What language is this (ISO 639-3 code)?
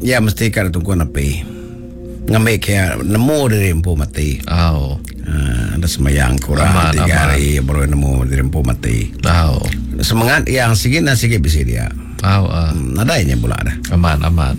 iba